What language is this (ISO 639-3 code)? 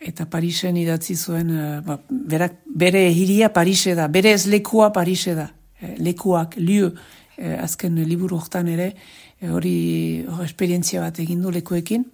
eus